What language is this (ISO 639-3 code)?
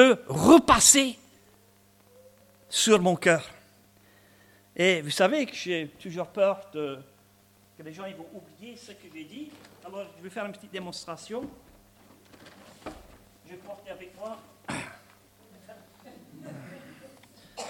fra